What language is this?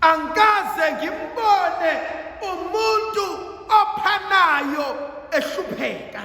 Zulu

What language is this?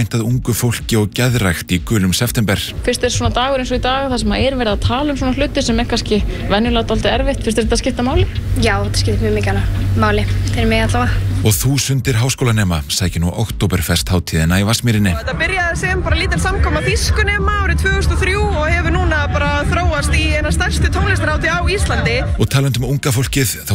Icelandic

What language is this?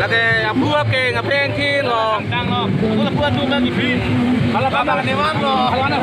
Karbi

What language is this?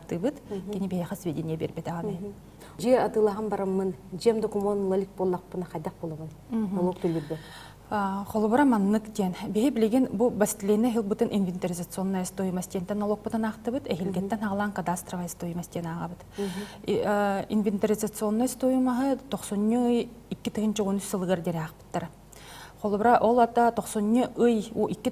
Yakut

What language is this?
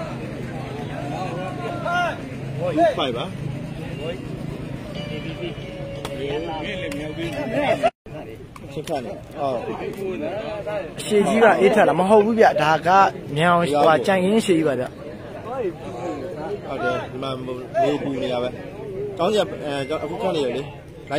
Burmese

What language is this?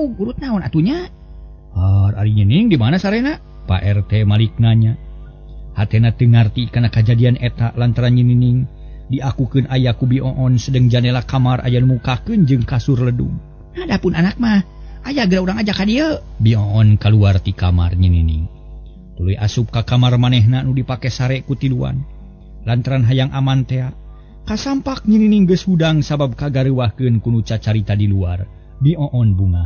Sundanese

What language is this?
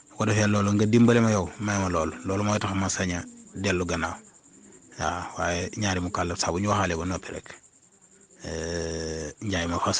Wolof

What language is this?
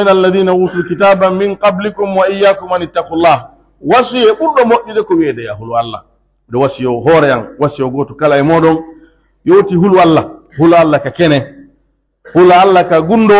Pular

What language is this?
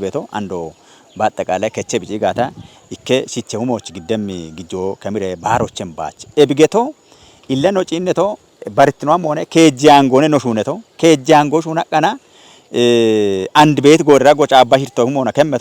Kafa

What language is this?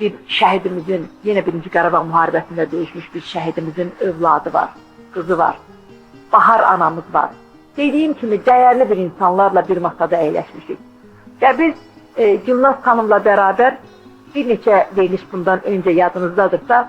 Azerbaijani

